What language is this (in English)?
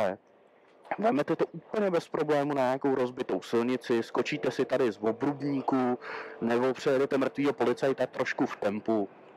Czech